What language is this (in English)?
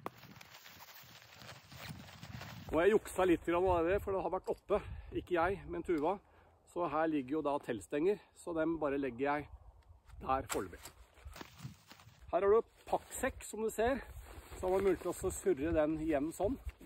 Norwegian